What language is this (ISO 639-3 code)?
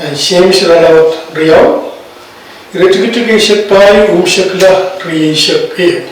pon